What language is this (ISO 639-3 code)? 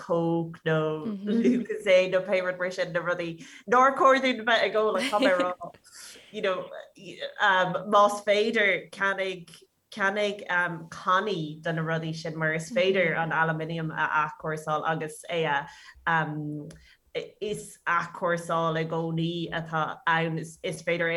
gle